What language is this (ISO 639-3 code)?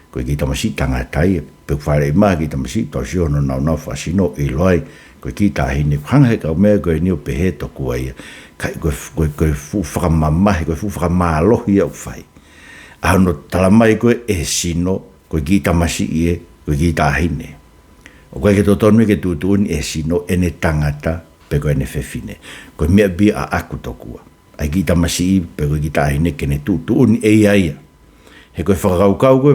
ton